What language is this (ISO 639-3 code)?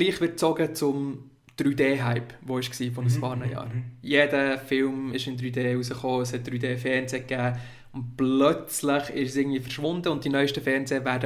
gsw